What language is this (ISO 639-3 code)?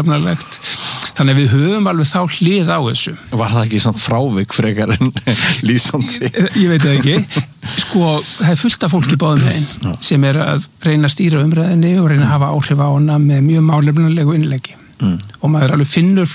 isl